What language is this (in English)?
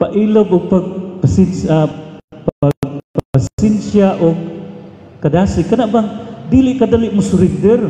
Cebuano